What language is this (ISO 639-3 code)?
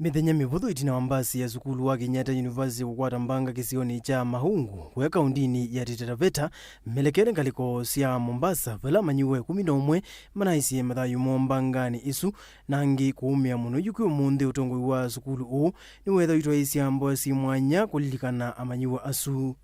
kam